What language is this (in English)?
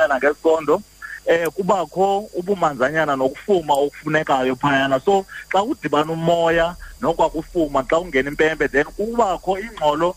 Xhosa